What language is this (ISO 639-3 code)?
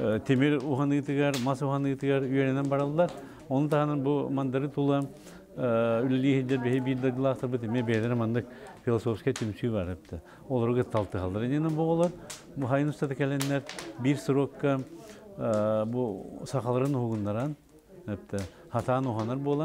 sah